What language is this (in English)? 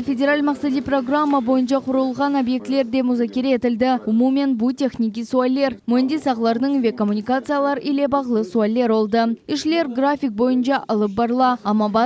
Crimean Tatar